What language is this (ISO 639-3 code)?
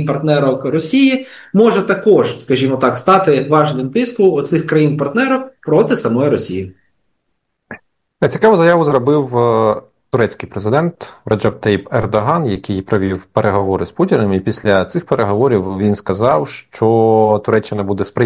ukr